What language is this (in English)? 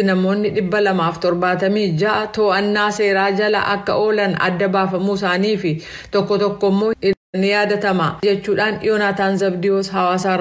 Oromo